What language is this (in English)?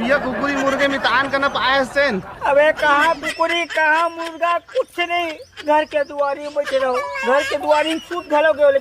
Chhattisgarhi